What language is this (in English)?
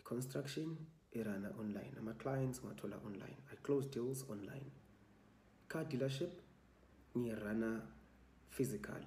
Zulu